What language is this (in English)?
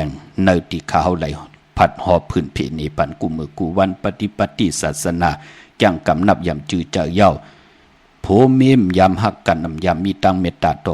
Shan